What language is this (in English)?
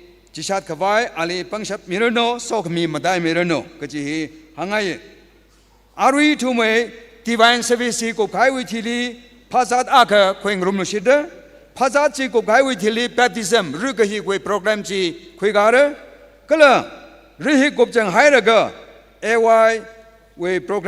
Tangkhul Naga (India)